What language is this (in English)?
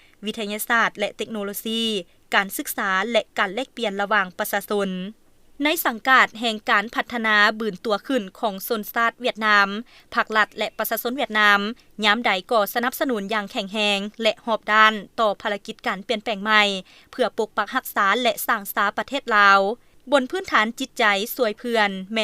Lao